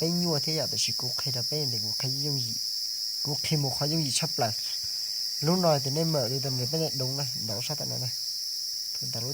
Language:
Hmong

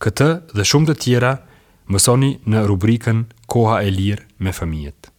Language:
Albanian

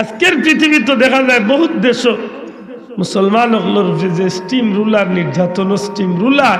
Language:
Sylheti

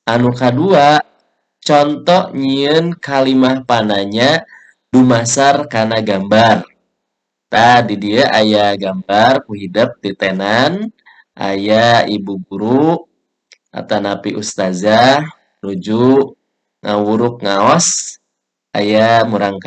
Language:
Sundanese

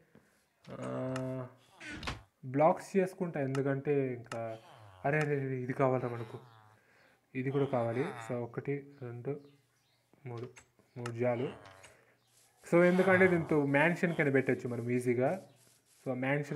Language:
Telugu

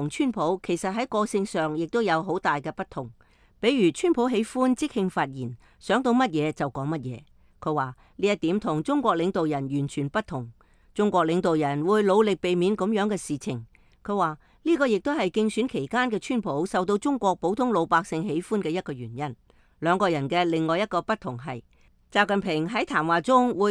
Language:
Cantonese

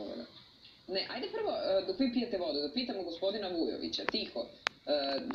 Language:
Serbian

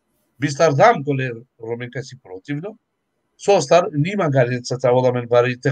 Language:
Balkan Romani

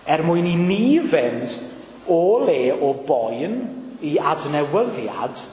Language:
Welsh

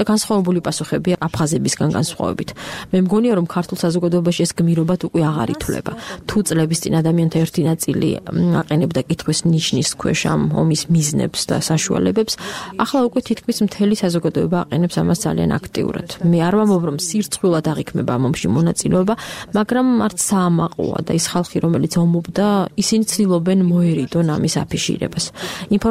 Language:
Georgian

